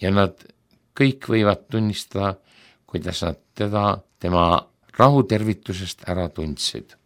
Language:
Estonian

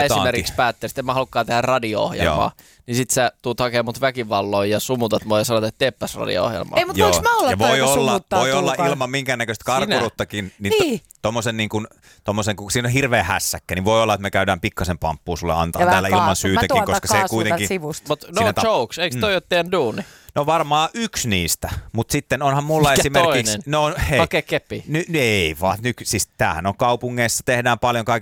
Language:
Finnish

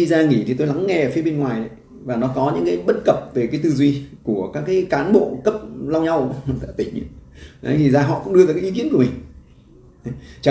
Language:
Vietnamese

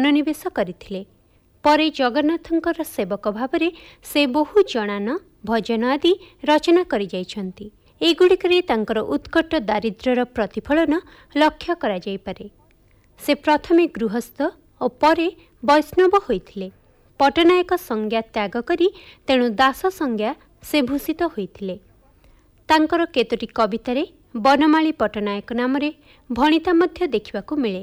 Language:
Odia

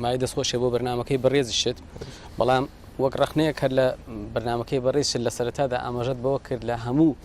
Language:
Central Kurdish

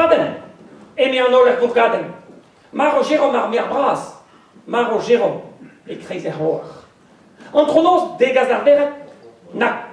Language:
Breton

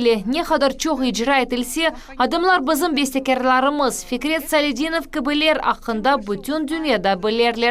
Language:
Crimean Tatar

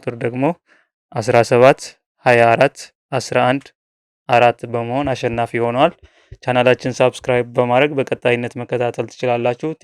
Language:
Amharic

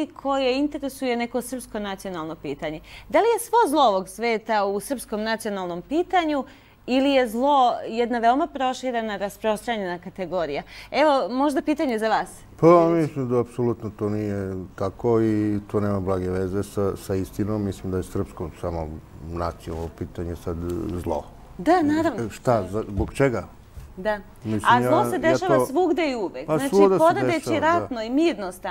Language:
Serbian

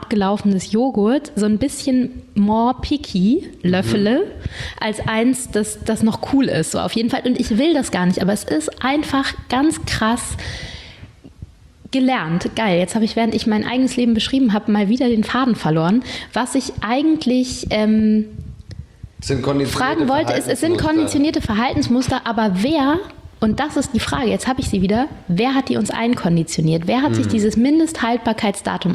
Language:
German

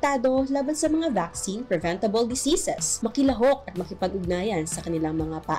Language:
Bikol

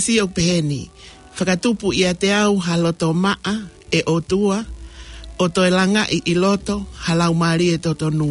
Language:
Tongan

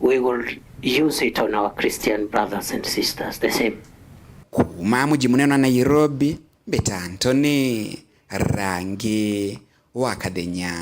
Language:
Meru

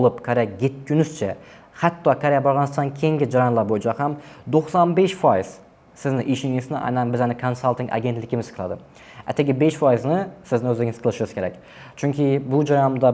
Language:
Uzbek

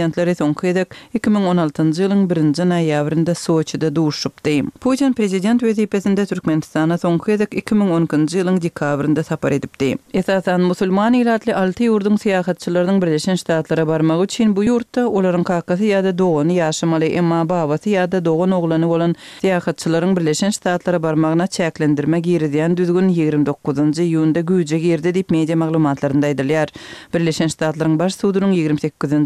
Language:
Kyrgyz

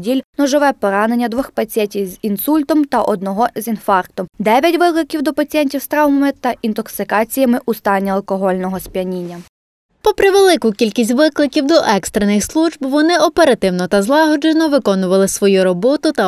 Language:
Ukrainian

